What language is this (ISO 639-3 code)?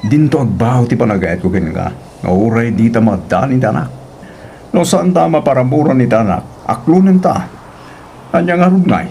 ilo